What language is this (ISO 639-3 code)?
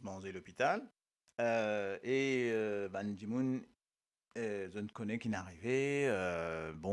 mfe